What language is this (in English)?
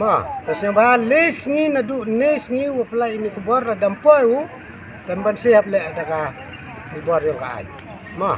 Khasi